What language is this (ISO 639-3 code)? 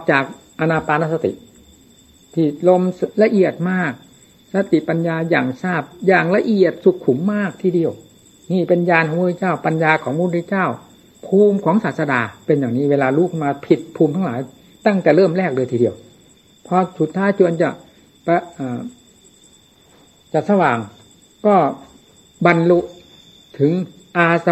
tha